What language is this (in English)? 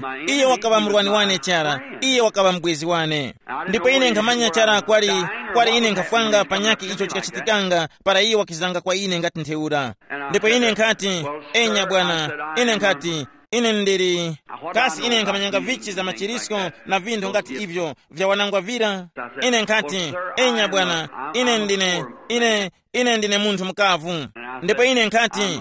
Tumbuka